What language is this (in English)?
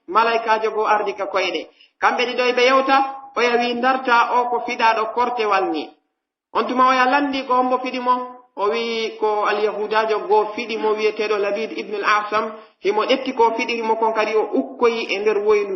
Pular